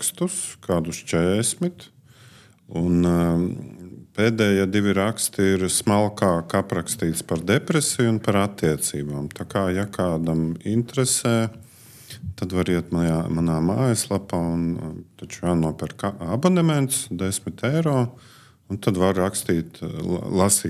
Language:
Latvian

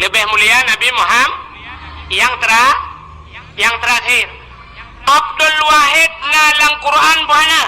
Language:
Achinese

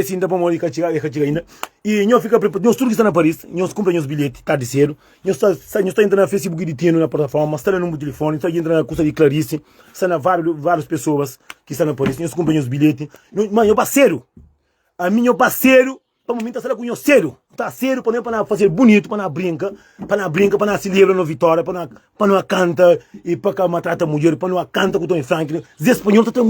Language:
Kabuverdianu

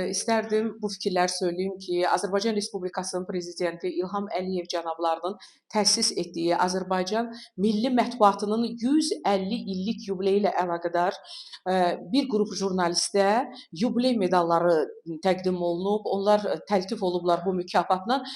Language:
Azerbaijani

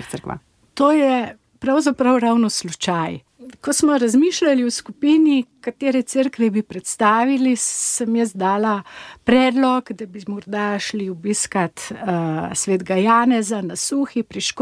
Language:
Slovenian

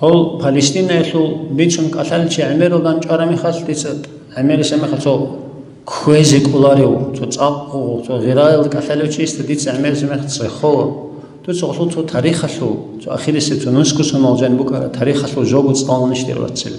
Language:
Avaric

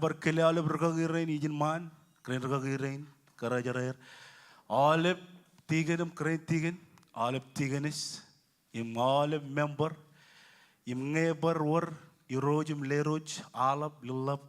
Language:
Marshallese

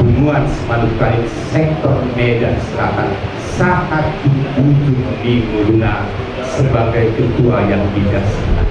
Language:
Batak Toba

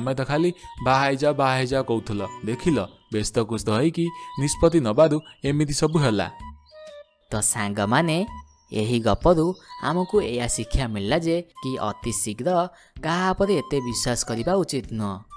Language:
Odia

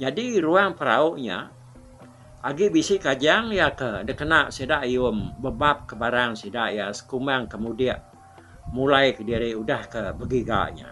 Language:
Iban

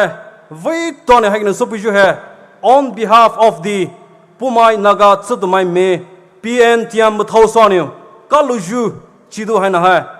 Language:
Poumei Naga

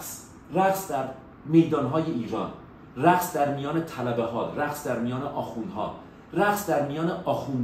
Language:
Persian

